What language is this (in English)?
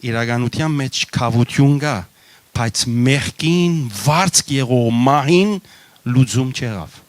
Western Armenian